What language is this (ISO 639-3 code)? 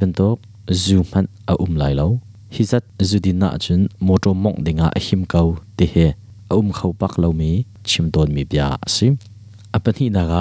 cnh